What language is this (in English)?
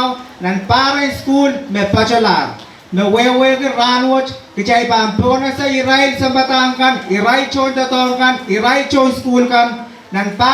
Pohnpeian